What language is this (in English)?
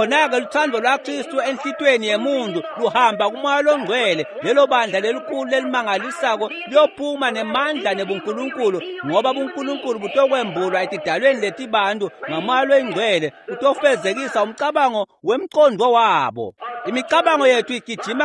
Swati